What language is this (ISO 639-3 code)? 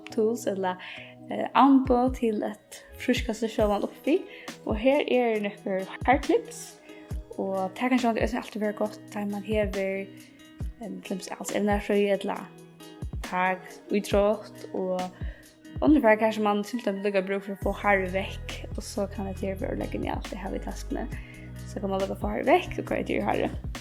fao